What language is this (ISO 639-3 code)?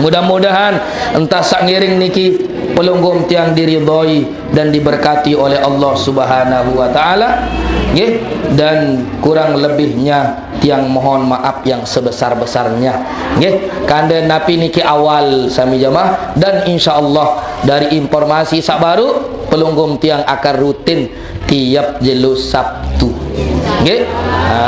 sas